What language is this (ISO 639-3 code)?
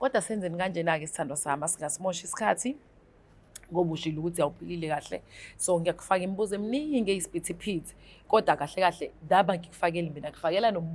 zul